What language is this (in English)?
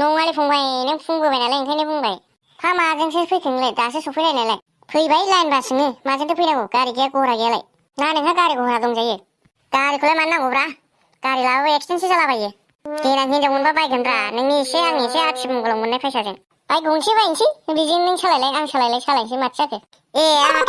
Bodo